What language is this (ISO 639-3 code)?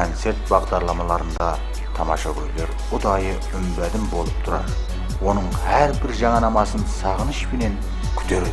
kaa